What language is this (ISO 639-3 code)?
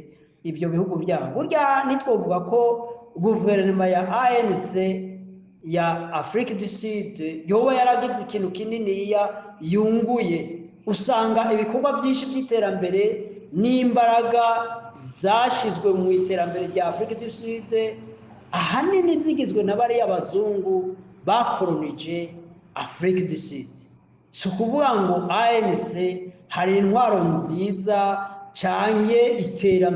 run